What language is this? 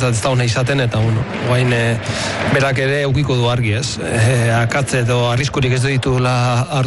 Basque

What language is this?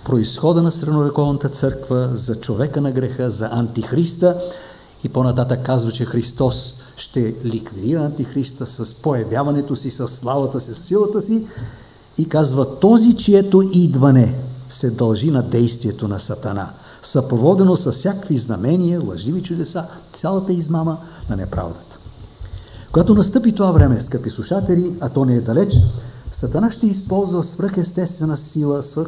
Bulgarian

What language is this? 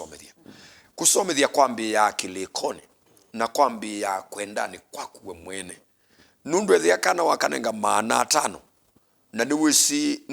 Kamba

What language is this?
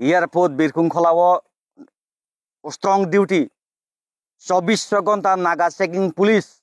Kok Borok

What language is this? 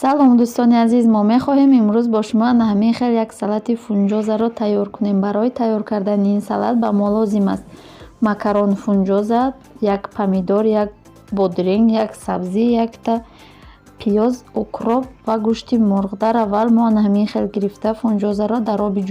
Tajik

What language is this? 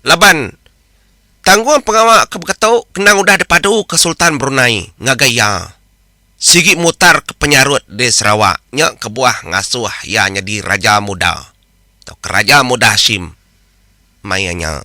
Iban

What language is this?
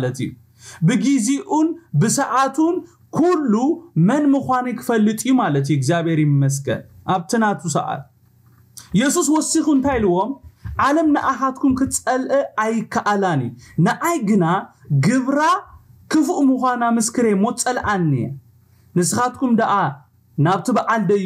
Tigrinya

